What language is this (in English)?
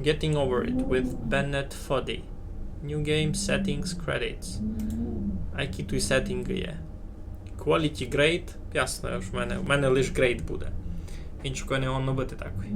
Rusyn